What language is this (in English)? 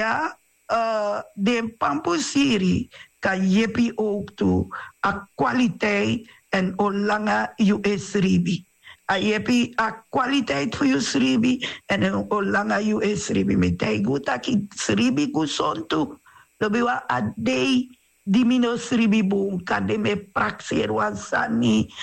Sranan Tongo